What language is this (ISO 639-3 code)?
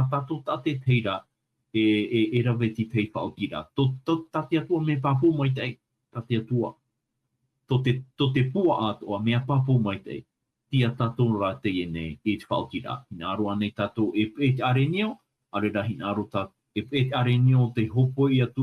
tah